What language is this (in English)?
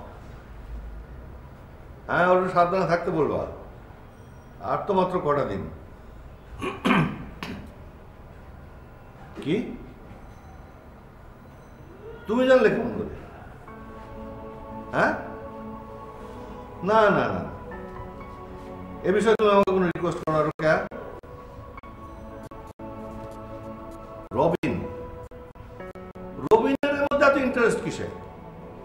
Bangla